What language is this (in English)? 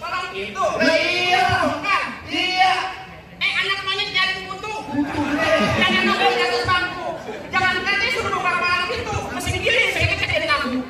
Betawi